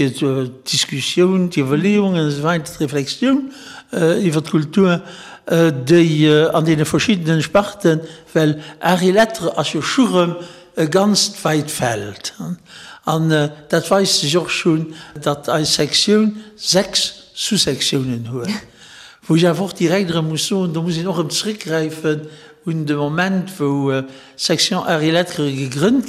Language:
Luxembourgish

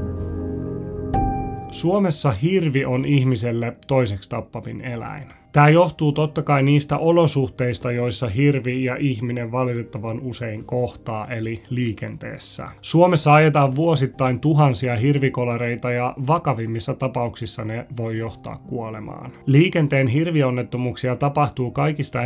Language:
Finnish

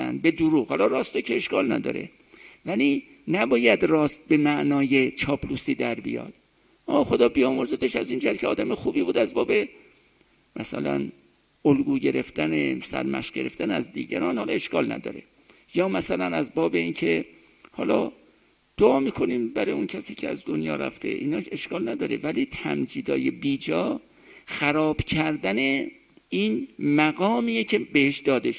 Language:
Persian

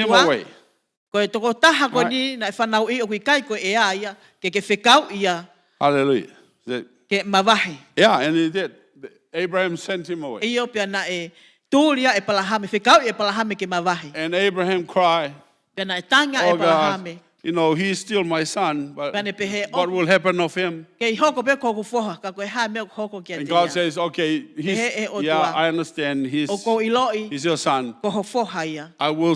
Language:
Tongan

